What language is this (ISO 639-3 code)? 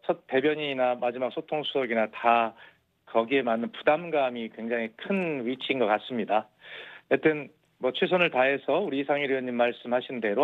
kor